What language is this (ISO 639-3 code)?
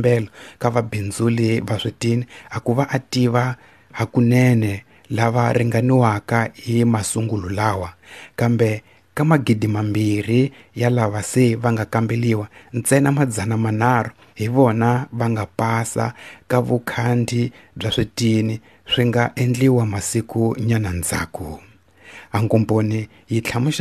tso